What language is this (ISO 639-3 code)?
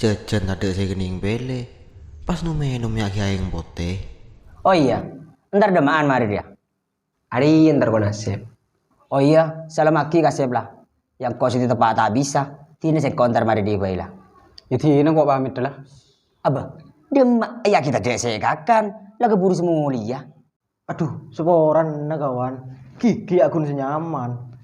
mad